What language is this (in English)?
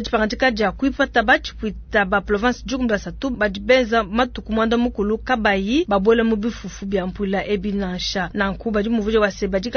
Luba-Lulua